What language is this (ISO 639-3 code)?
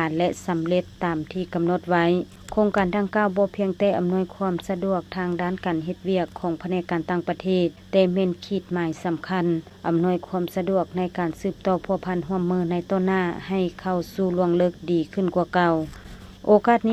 lao